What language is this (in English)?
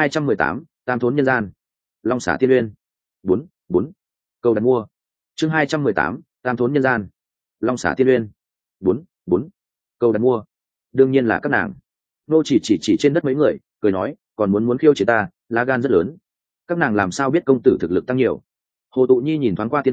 Vietnamese